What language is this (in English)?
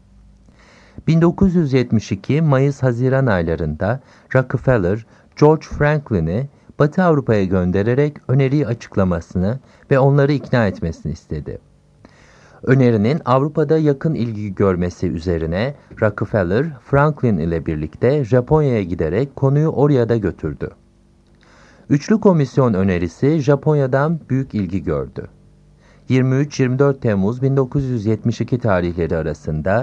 Turkish